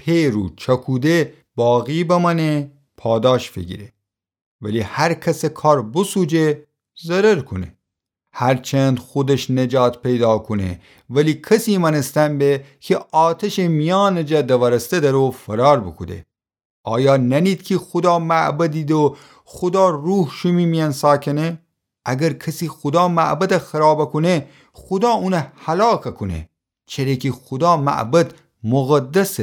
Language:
Gilaki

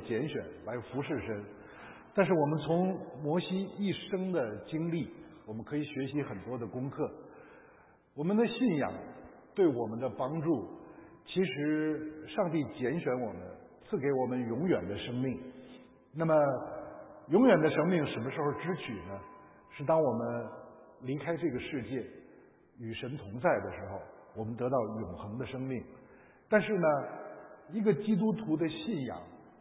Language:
Chinese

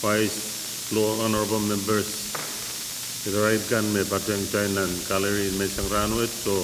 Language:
Pohnpeian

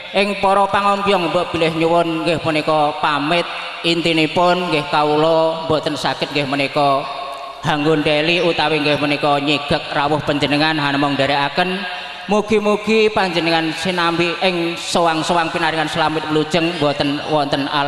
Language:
Javanese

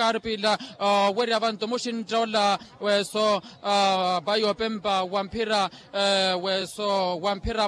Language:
Makhuwa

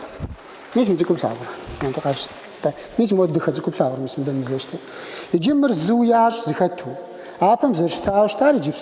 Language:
Kabardian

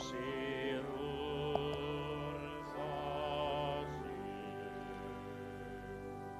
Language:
Welsh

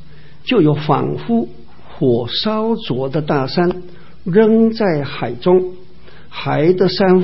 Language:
Chinese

